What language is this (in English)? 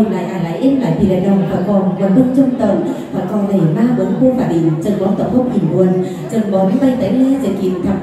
Vietnamese